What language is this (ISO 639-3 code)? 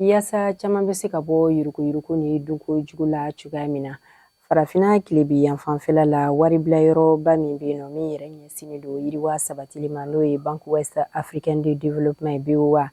bam